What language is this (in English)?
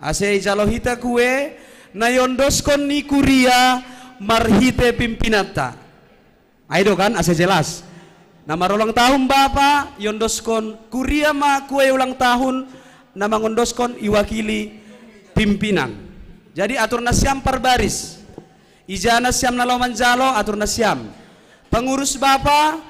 Batak Simalungun